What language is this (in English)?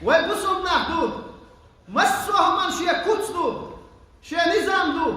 Chechen